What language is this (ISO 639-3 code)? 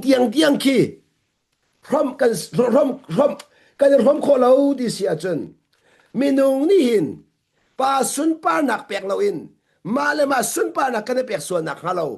cnh